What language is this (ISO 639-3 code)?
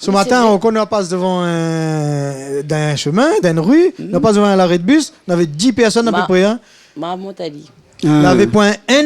rcf